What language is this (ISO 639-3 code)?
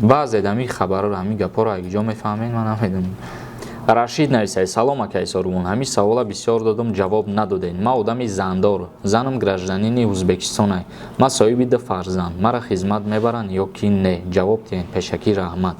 tgk